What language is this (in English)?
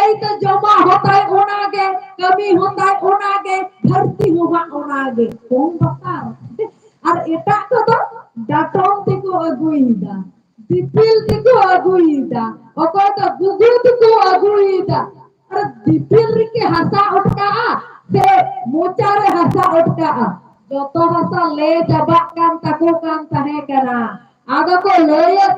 Santali